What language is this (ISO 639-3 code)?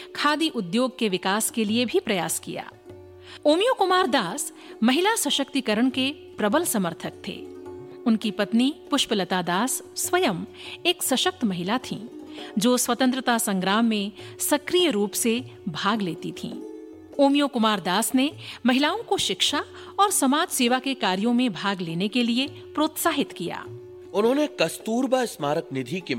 hin